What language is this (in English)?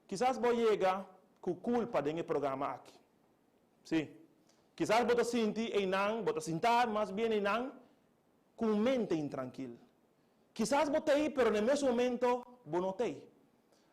Papiamento